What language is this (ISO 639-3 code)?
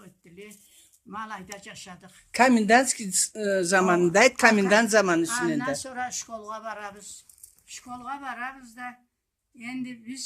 krc